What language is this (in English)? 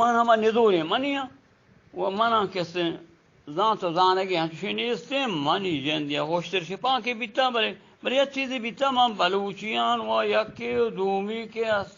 Eastern Balochi